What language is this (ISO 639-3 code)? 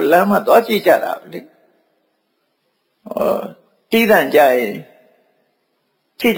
mya